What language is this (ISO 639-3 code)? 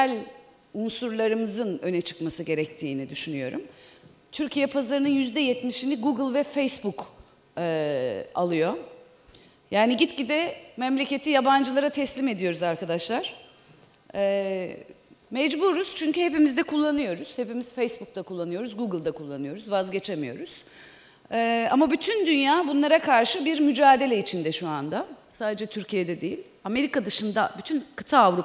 tur